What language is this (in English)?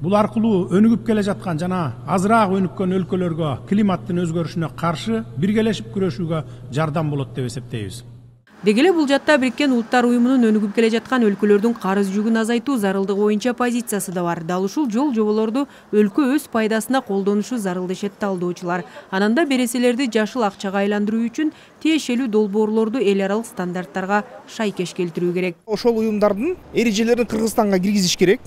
Kyrgyz